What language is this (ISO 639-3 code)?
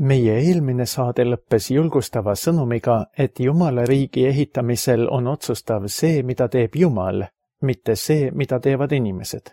est